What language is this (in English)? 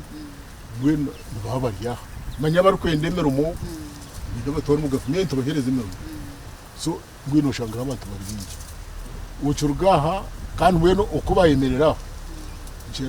Nyankole